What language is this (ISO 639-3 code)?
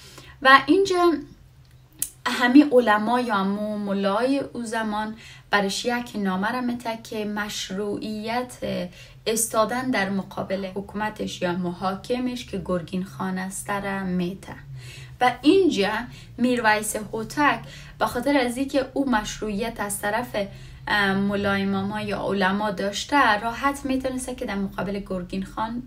fas